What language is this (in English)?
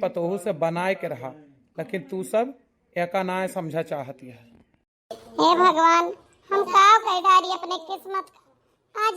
Awadhi